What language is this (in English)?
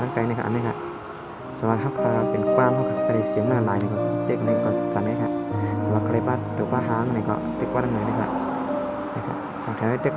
Shan